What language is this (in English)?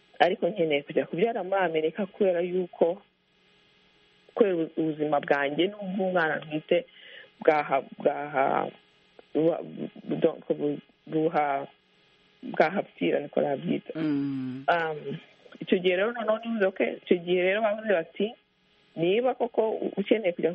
Kinyarwanda